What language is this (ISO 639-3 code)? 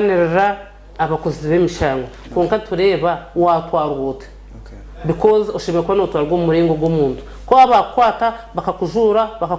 nyn